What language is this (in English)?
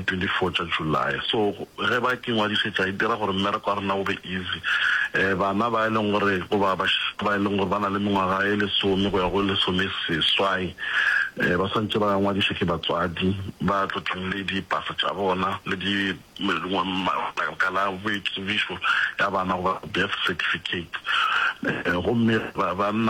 Northern Sotho